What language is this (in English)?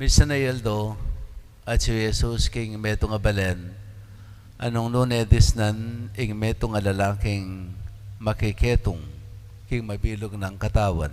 Pampanga